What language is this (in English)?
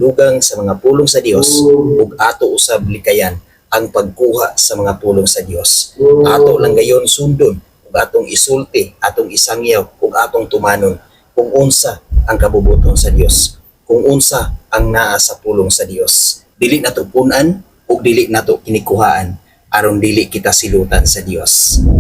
Cebuano